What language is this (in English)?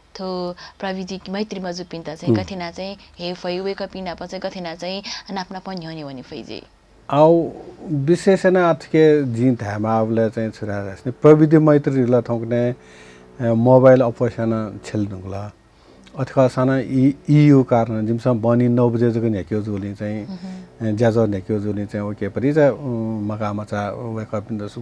Newari